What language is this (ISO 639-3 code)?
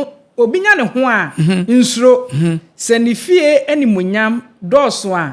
aka